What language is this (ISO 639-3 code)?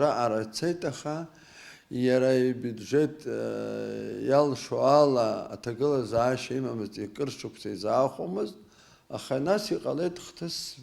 abk